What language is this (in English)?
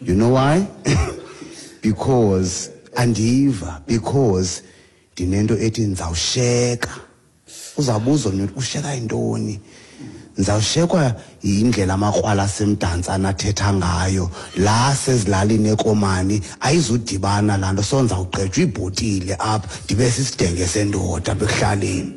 Xhosa